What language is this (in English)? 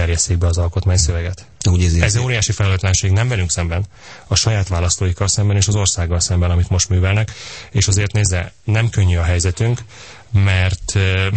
Hungarian